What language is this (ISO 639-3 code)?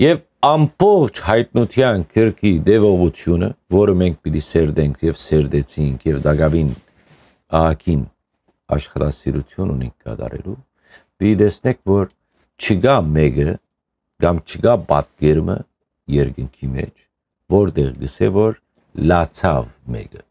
hyw